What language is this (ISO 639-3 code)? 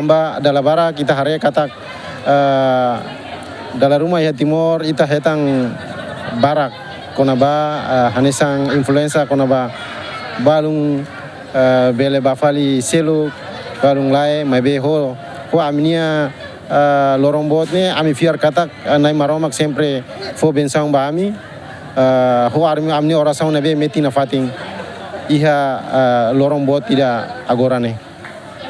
tet